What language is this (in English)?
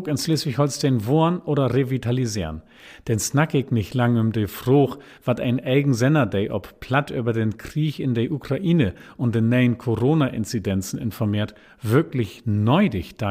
Low German